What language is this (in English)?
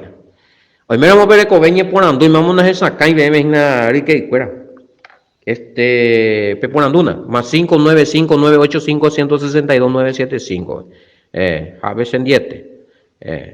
Guarani